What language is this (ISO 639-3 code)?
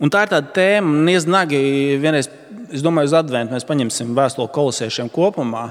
lav